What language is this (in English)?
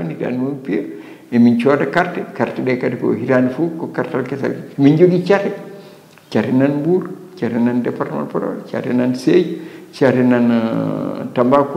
Fula